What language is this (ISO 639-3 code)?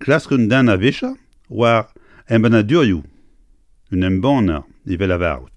bre